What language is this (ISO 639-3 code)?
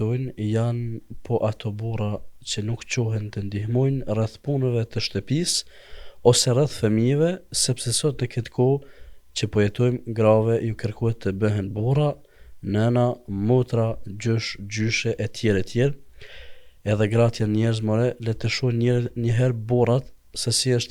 sqi